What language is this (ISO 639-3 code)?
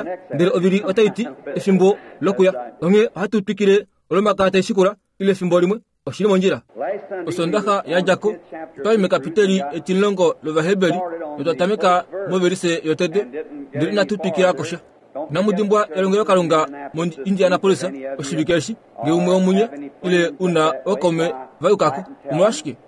kua